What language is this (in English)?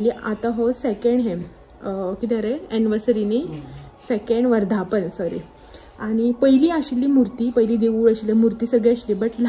Konkani